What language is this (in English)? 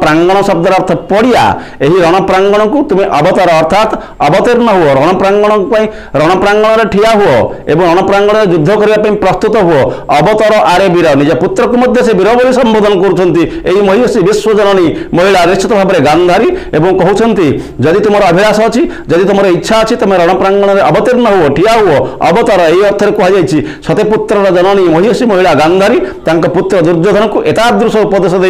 Odia